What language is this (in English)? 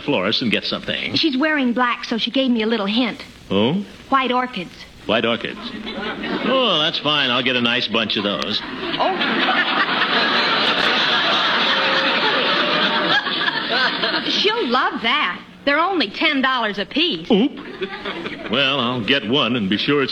English